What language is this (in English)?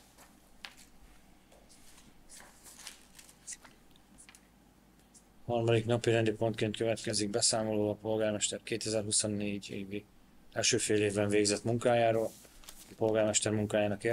Hungarian